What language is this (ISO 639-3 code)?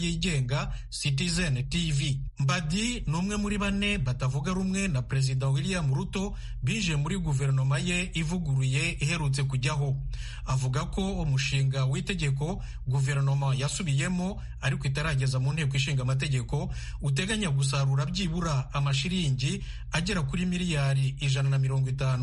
kin